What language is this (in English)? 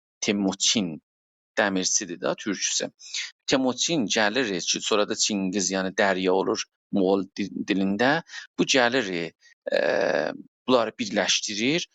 South Azerbaijani